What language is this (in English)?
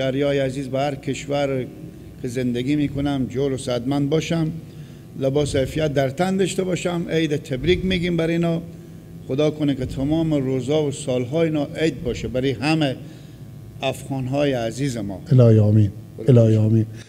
Persian